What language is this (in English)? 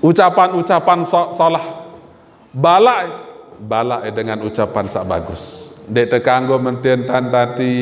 Sasak